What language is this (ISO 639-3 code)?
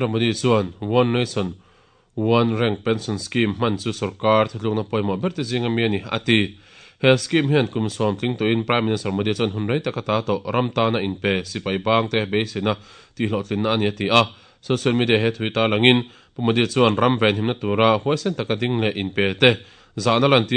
lus